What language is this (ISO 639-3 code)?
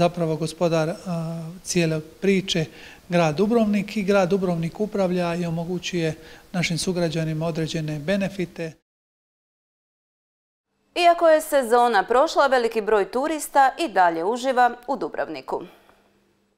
hrv